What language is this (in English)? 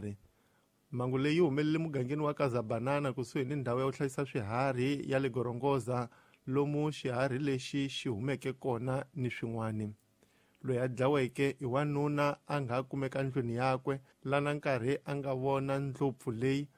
Tsonga